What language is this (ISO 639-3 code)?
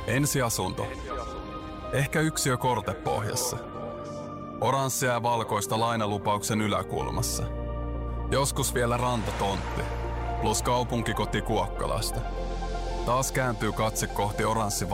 fin